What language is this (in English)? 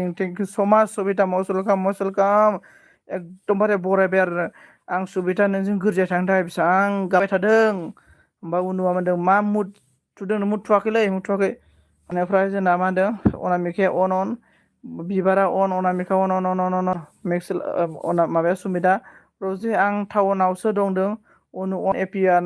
Bodo